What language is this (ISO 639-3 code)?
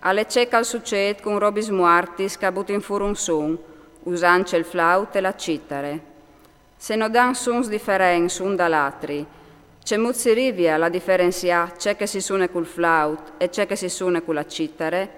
fur